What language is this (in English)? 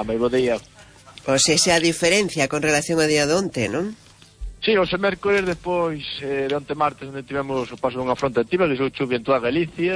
Galician